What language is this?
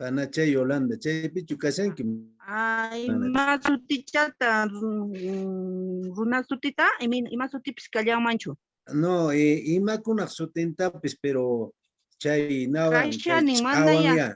Quechua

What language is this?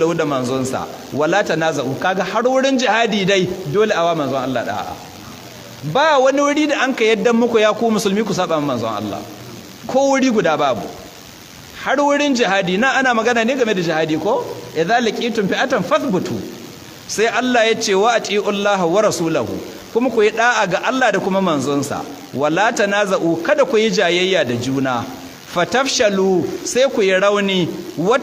Hausa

